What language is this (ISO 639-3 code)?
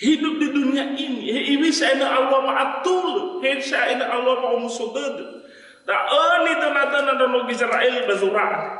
nia